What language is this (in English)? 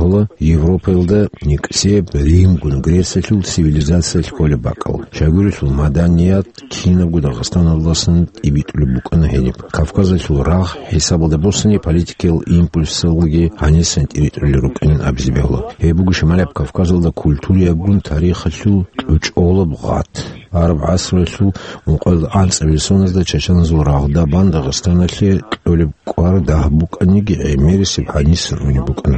Avaric